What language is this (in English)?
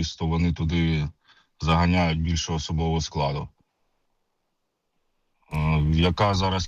Ukrainian